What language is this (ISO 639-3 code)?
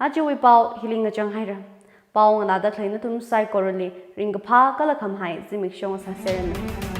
nmf